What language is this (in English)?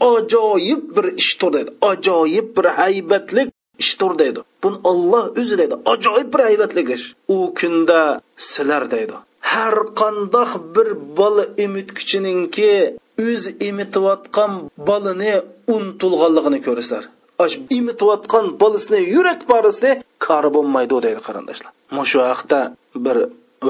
Uyghur